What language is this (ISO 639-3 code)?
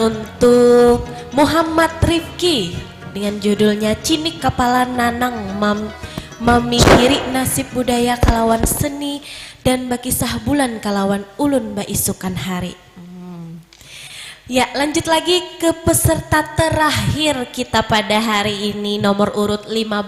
bjn